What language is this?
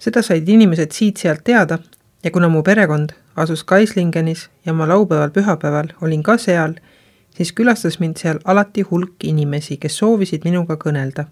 Estonian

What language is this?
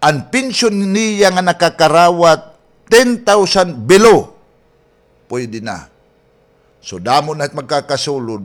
Waray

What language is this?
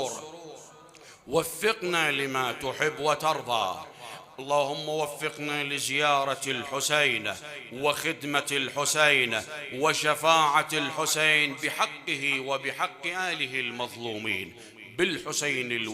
Mesopotamian Arabic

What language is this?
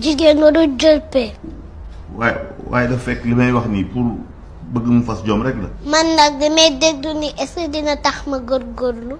Wolof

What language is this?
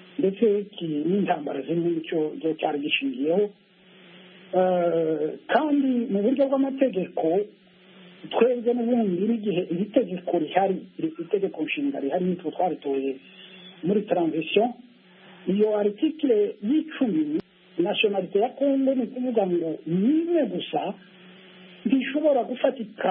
Kinyarwanda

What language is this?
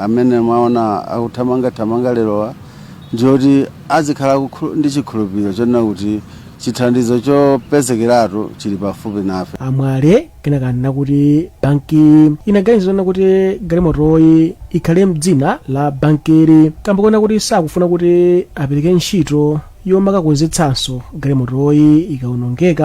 Nyanja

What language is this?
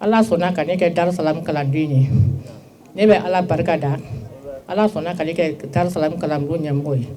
Bambara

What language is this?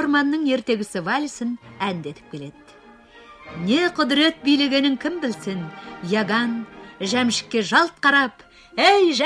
Kazakh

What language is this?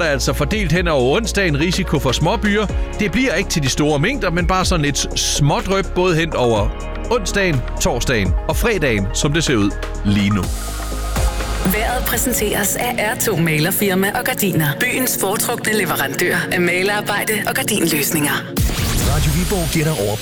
Danish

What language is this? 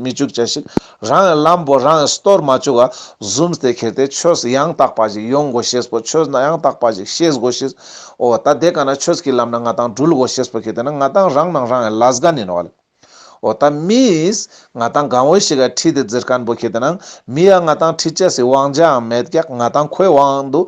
Ladakhi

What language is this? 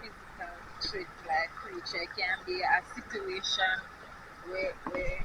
Jamaican Creole English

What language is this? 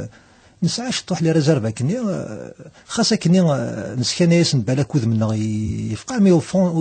Kabyle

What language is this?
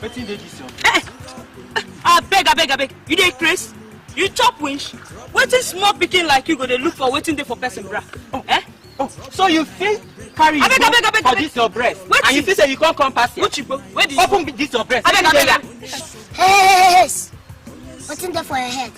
Nigerian Pidgin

